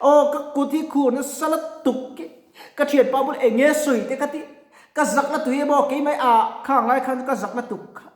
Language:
Mizo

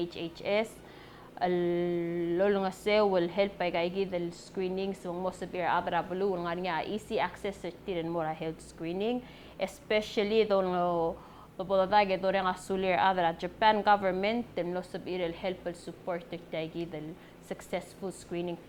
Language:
Palauan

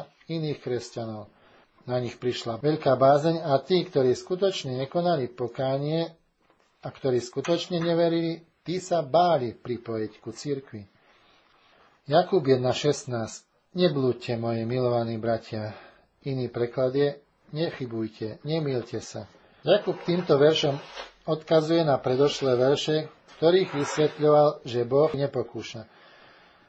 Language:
Slovak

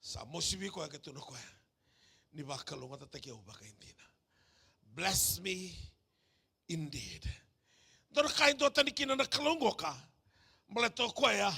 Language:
Fijian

